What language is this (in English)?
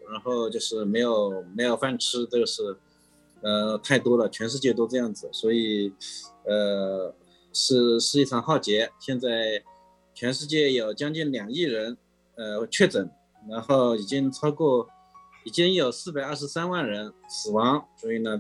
Chinese